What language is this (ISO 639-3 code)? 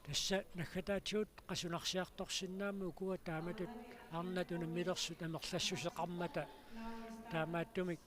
kal